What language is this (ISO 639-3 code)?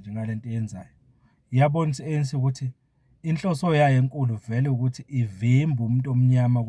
zul